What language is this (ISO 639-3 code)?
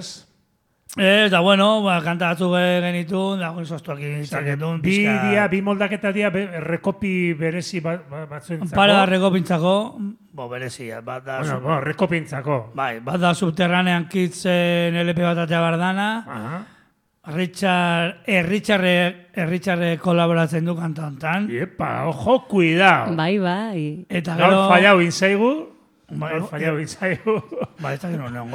eus